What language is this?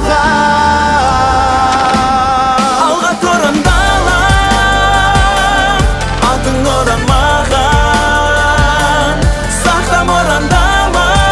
Kazakh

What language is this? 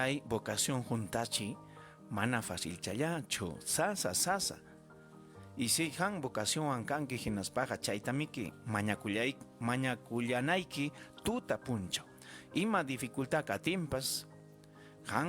Ayacucho Quechua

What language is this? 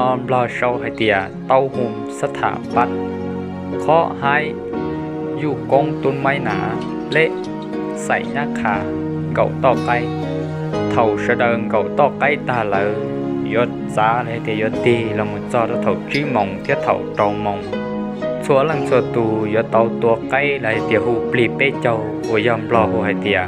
Hmong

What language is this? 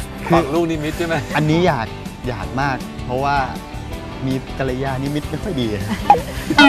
Thai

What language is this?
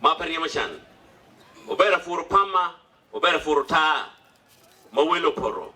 Acoli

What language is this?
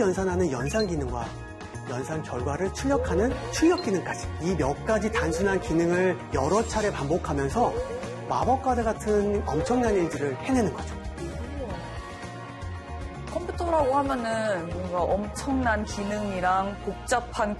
Korean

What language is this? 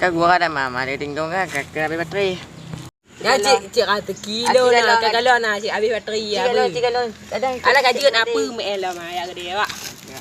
Achinese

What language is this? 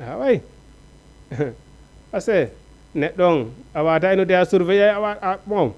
Fula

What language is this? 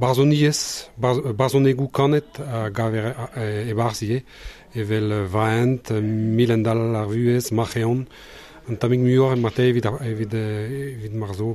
Breton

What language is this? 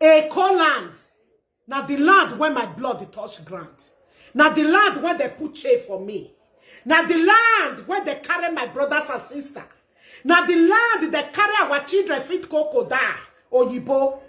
Nigerian Pidgin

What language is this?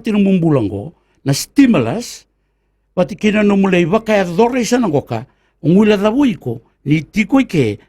Fijian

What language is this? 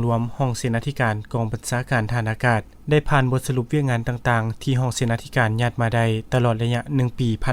Lao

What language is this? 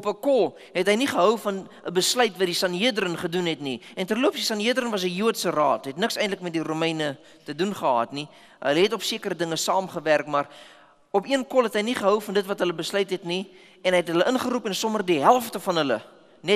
Afrikaans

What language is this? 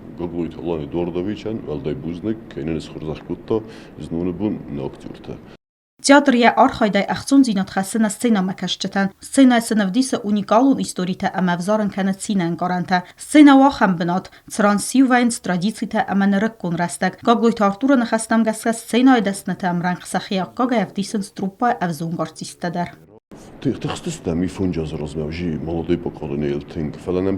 Ossetic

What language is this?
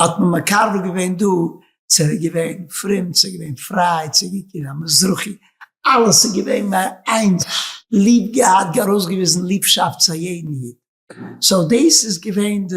Yiddish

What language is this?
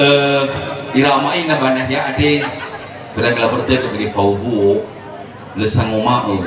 Nias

